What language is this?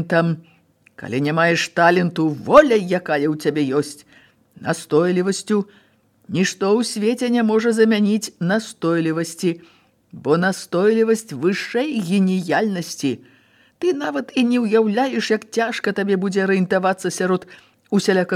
Belarusian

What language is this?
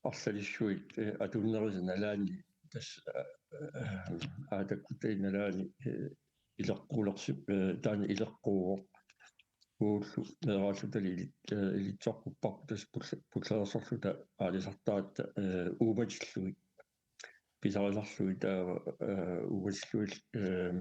Kalaallisut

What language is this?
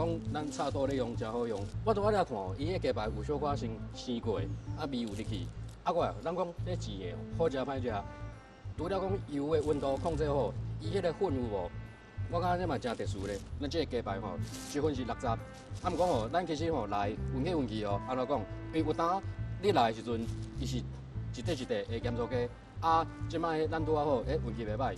Min Nan Chinese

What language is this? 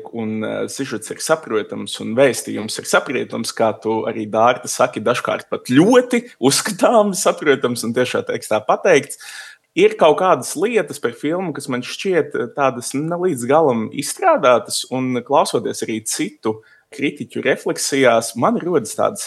Latvian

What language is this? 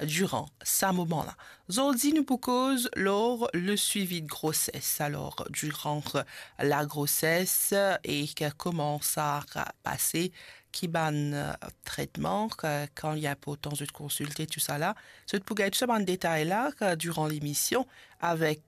Morisyen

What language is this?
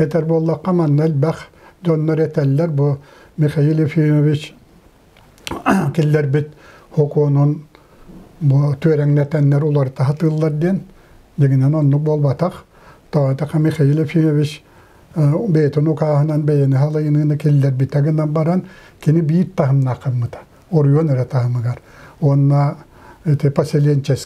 Yakut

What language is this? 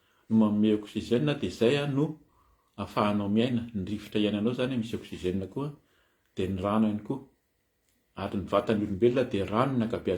Malagasy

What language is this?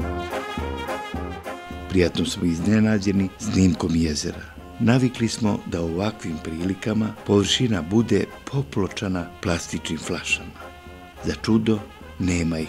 Serbian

